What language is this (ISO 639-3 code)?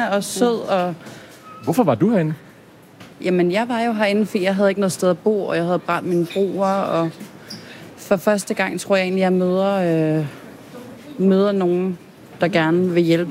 dan